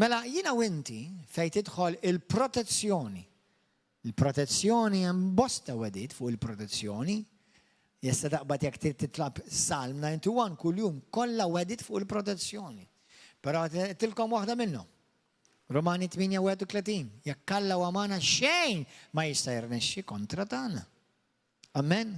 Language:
Maltese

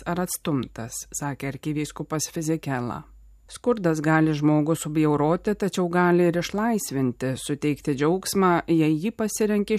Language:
Lithuanian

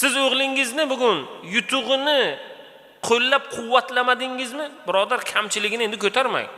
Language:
Uzbek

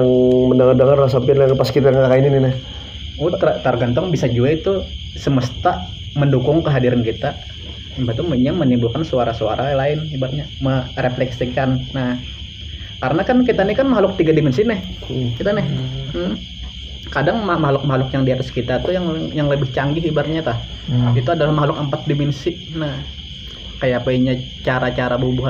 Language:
Banjar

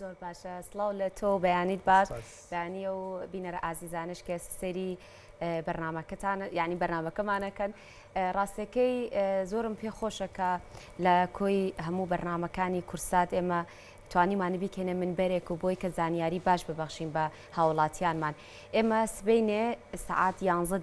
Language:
Central Kurdish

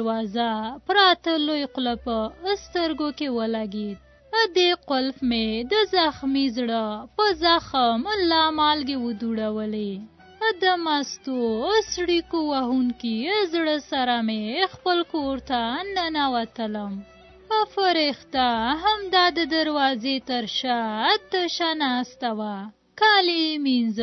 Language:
Pashto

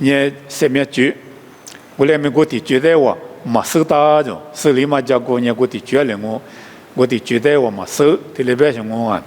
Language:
Lisu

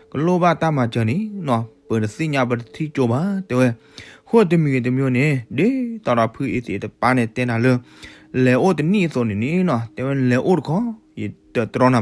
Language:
S'gaw Karen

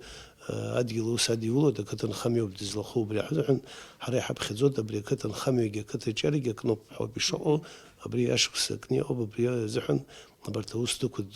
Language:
Abkhazian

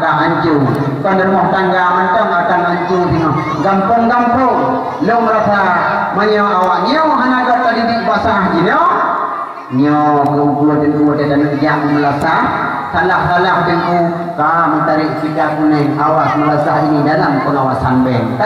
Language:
Achinese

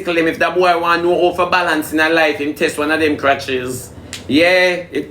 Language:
Jamaican Creole English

